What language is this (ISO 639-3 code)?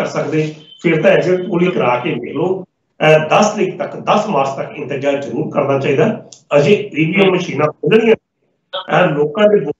pan